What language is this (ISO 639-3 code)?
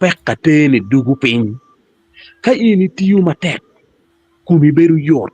ach